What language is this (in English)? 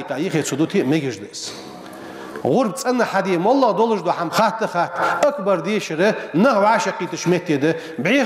Ingush